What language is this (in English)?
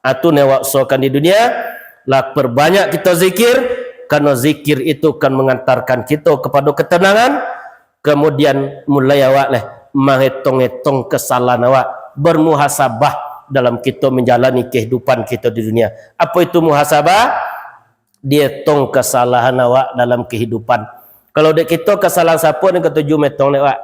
Minangkabau